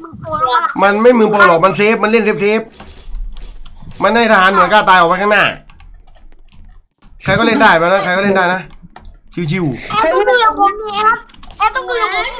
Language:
Thai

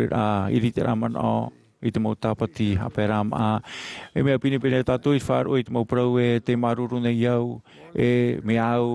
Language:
Tahitian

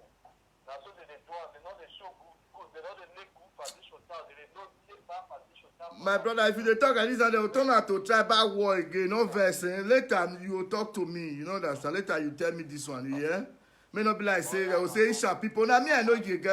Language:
Nigerian Pidgin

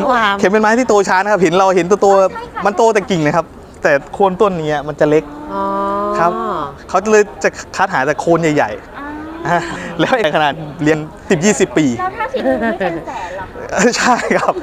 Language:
Thai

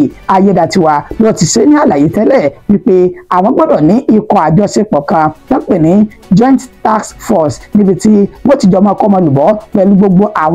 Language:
Yoruba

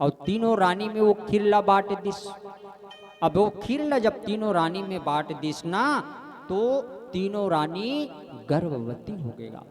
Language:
Chhattisgarhi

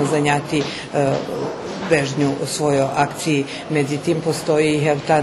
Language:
Rusyn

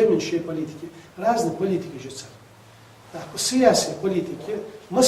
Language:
Ingush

